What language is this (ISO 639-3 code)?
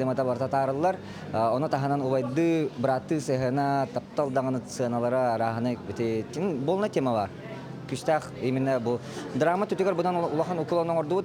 sah